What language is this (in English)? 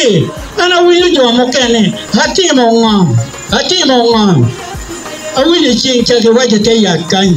Acoli